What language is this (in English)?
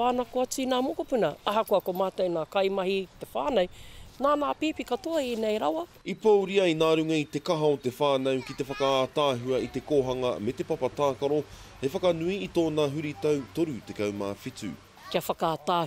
Māori